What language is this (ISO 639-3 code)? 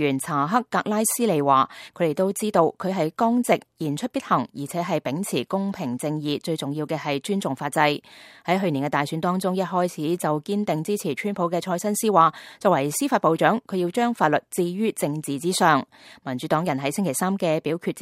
yue